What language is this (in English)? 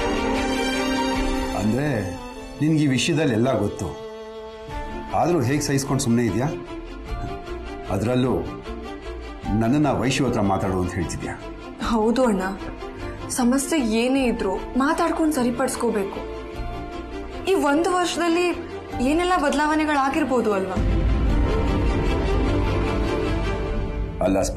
Kannada